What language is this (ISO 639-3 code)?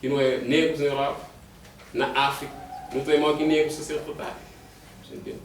kea